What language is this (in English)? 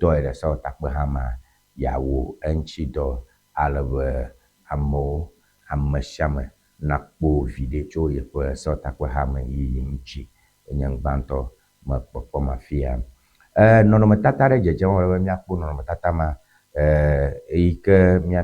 Ewe